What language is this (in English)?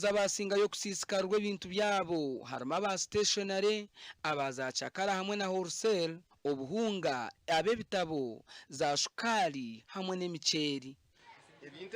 Nyankole